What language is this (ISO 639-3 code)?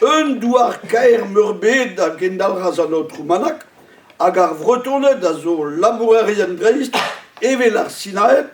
bre